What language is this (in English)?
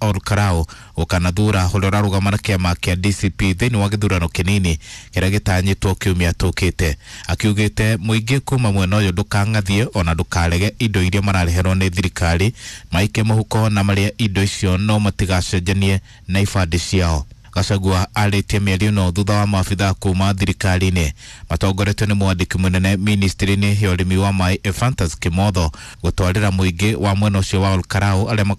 Kikuyu